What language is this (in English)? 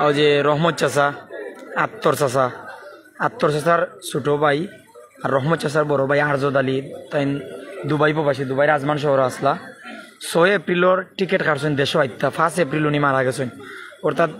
Sylheti